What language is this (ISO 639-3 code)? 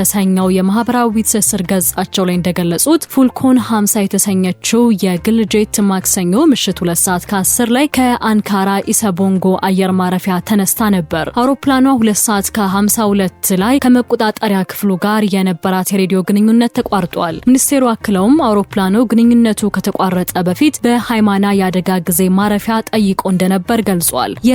amh